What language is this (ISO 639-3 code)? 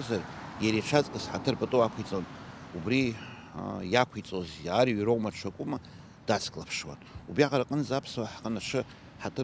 abk